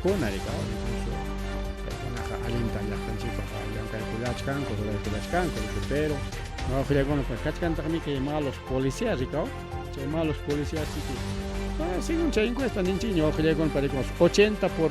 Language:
Ayacucho Quechua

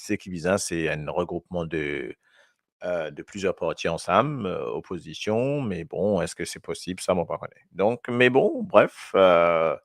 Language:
Morisyen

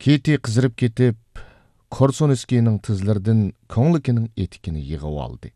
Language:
Uyghur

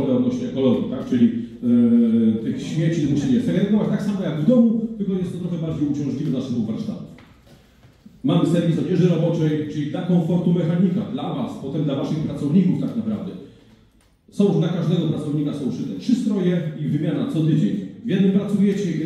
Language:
Polish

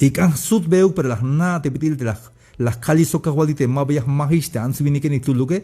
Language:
Tzeltal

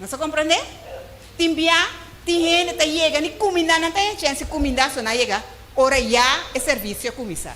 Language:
Papiamento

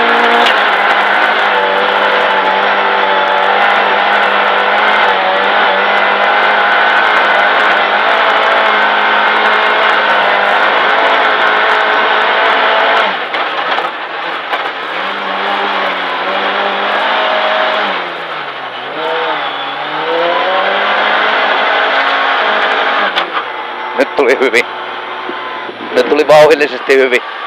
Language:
Finnish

